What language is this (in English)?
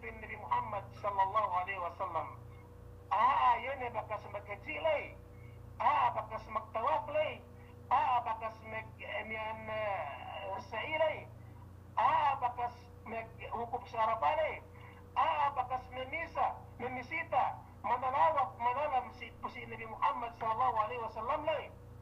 Yakan